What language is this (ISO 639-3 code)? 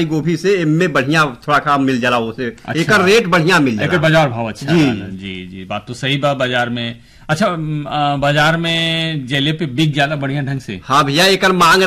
bho